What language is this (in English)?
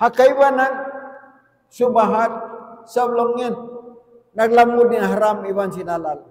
Tausug